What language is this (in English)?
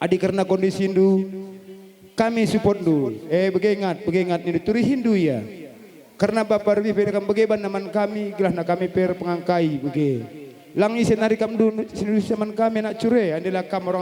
Batak Karo